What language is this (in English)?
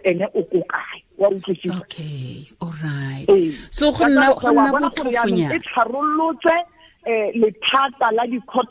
Tswana